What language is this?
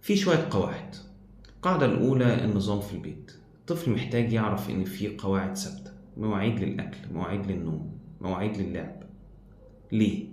Egyptian Arabic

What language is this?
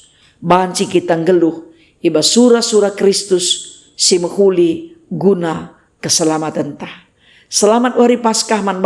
Batak Karo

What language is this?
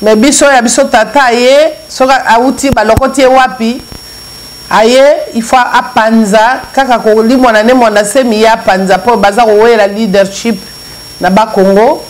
Lingala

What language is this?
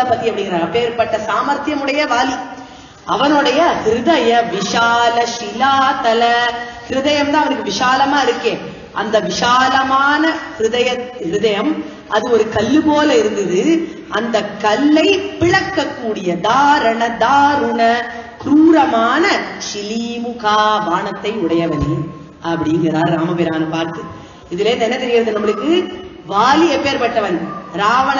Tamil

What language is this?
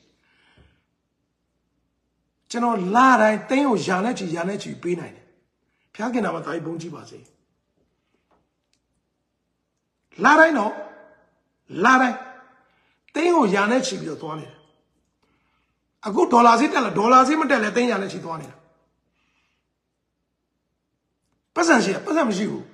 Burmese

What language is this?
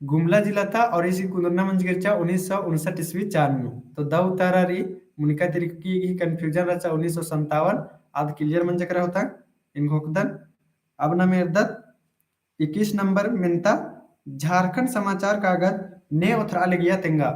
Kurukh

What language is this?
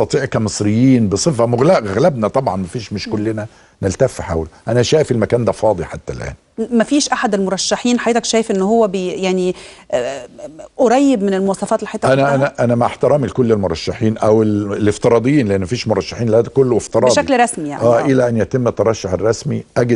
Egyptian Arabic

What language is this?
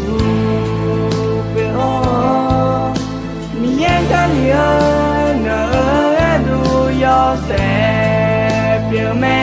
Akha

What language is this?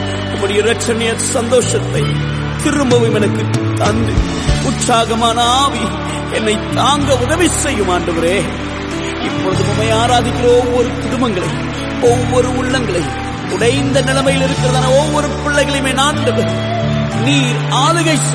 Tamil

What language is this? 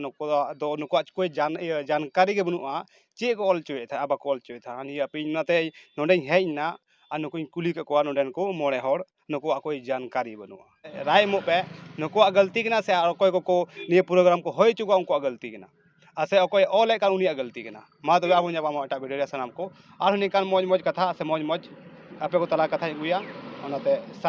Santali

